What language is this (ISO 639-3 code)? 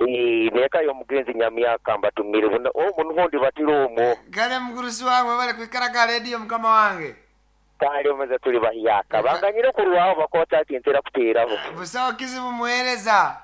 nyn